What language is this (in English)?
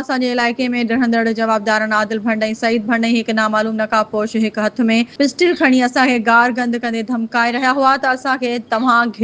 Sindhi